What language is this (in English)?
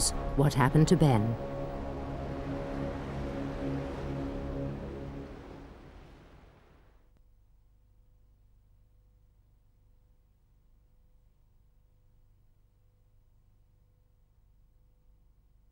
English